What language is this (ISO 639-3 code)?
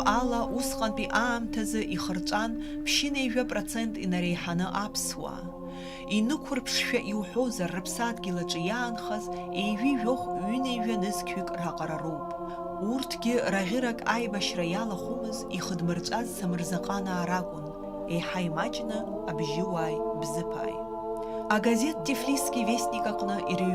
abk